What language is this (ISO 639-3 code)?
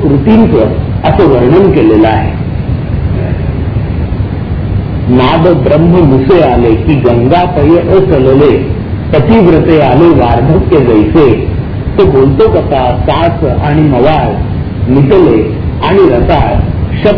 mar